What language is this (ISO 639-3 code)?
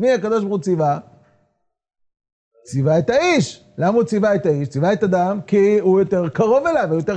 heb